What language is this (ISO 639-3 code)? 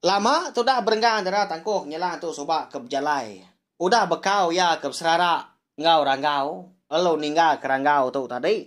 iba